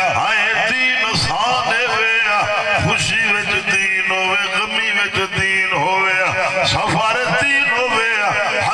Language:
Saraiki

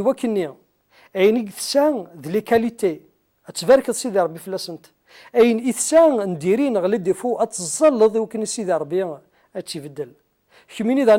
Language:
Kabyle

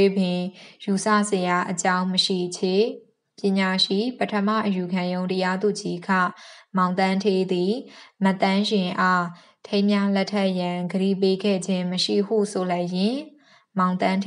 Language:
Burmese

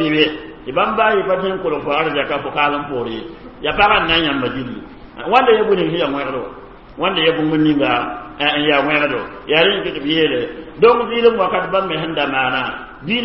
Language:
Mossi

